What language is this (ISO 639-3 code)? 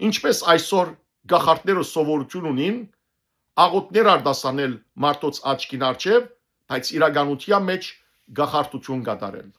hyw